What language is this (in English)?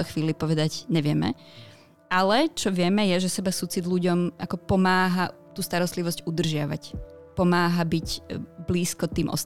Slovak